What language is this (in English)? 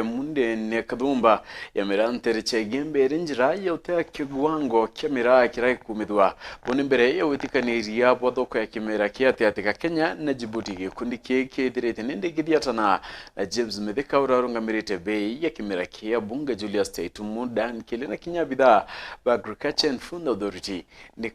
Meru